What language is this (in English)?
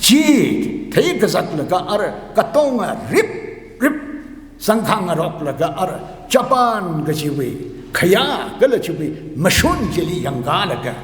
Tangkhul Naga (India)